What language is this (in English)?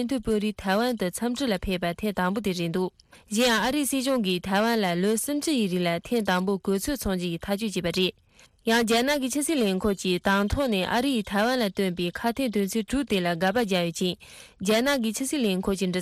Tibetan